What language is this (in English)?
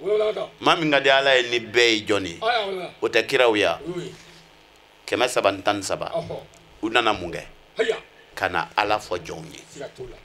Bambara